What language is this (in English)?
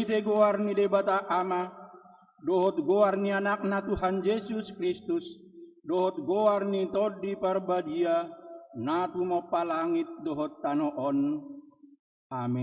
Batak Toba